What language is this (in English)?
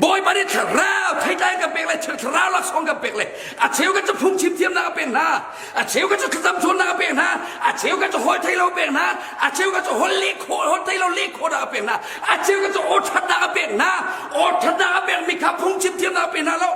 Hakha Chin